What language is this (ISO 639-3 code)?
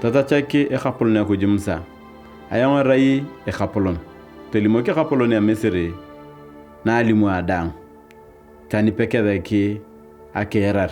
tuv